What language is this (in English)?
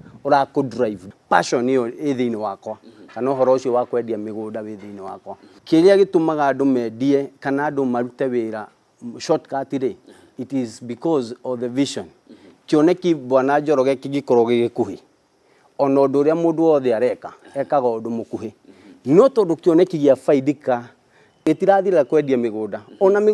Kikuyu